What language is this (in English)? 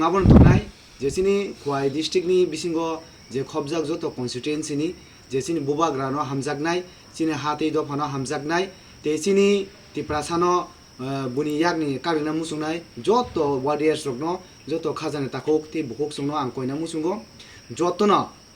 Kok Borok